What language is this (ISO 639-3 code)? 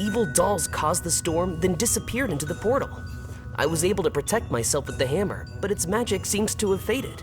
bar